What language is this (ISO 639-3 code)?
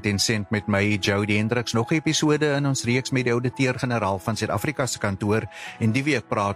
afr